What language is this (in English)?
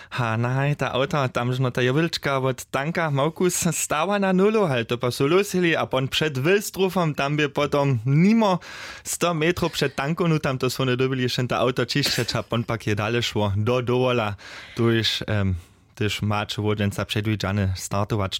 Upper Sorbian